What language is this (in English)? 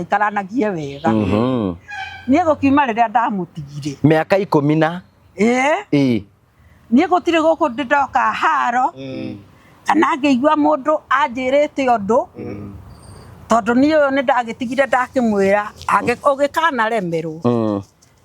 Kikuyu